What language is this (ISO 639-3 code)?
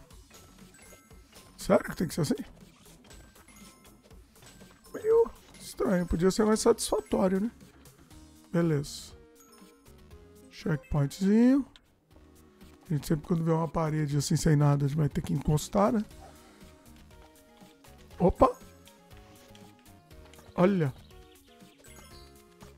por